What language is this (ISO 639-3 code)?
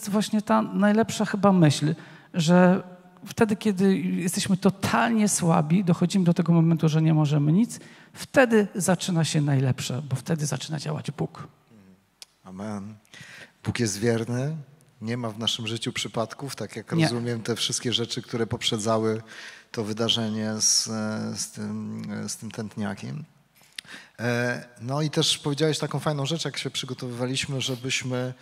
pol